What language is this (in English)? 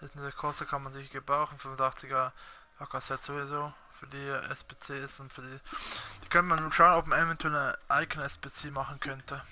Swiss German